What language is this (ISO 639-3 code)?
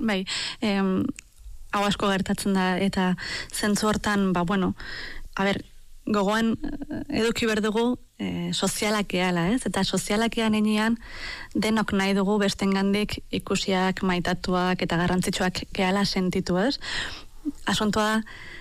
eus